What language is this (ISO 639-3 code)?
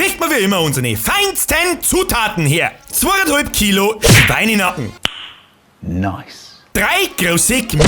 bar